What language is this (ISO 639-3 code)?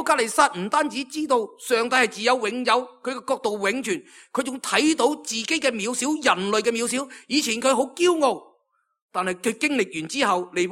yue